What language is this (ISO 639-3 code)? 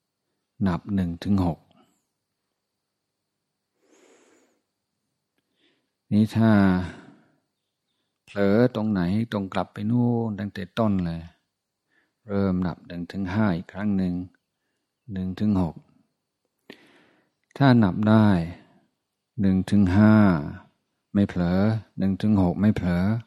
tha